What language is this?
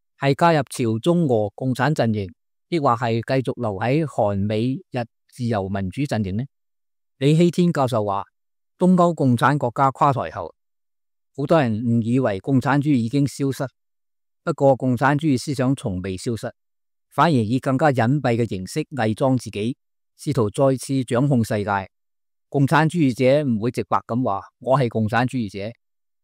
Cantonese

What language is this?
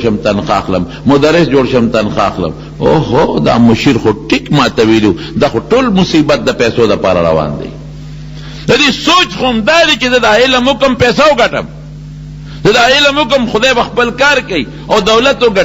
Pashto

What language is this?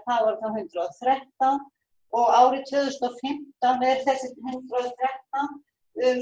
Icelandic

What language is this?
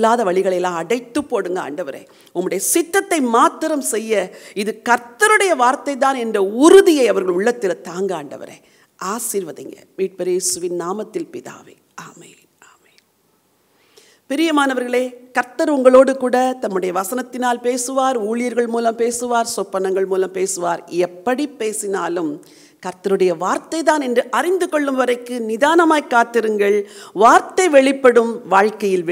Tamil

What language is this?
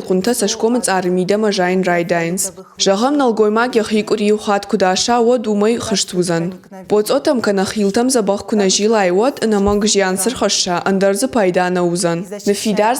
Ossetic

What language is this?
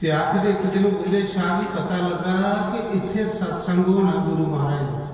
Dogri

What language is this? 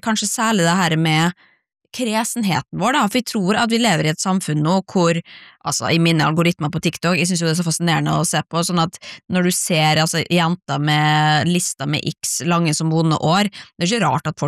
Norwegian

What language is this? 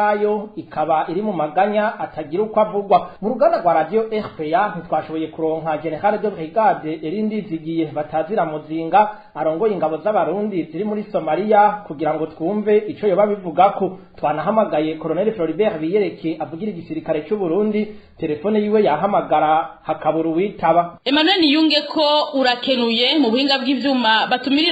Rundi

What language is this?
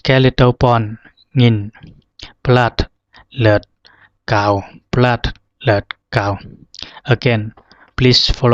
Zhuang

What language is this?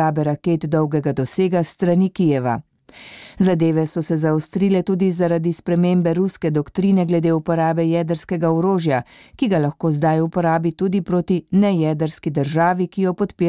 Slovenian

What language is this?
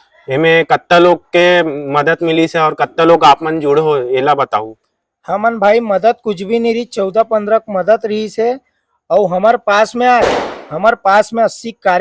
Chhattisgarhi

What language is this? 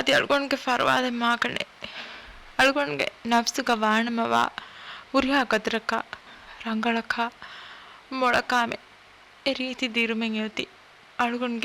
Divehi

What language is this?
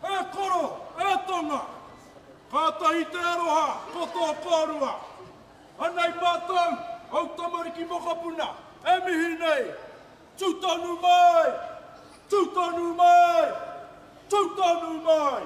Māori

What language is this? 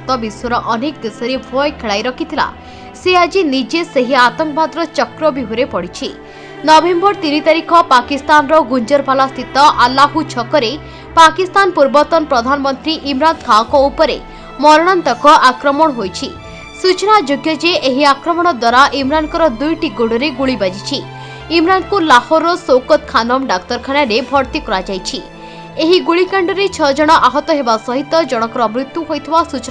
Odia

